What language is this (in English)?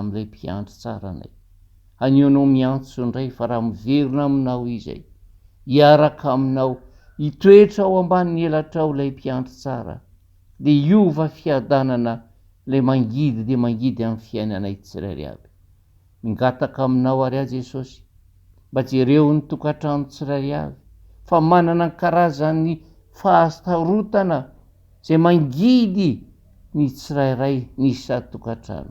Malagasy